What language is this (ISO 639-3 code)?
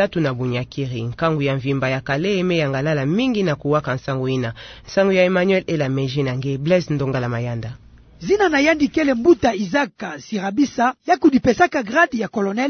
ktu